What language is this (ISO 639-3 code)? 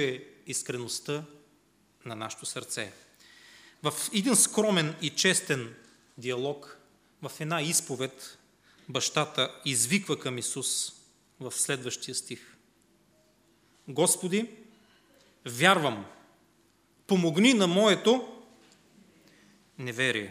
bul